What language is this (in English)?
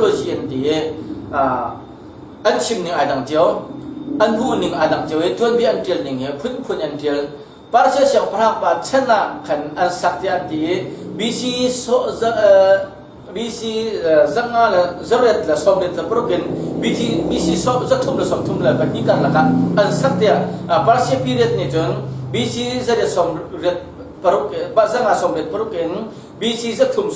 Hakha Chin